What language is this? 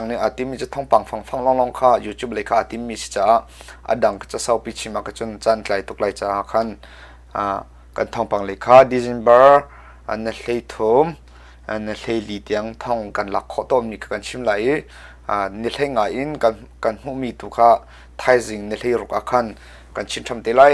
Hakha Chin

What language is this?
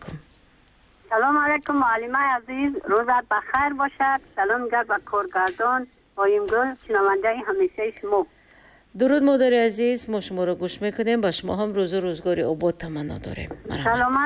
Tajik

